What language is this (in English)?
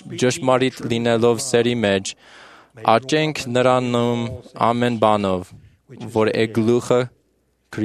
Armenian